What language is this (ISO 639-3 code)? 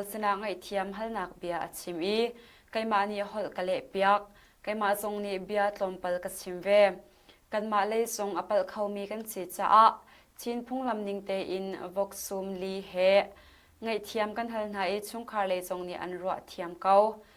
cnh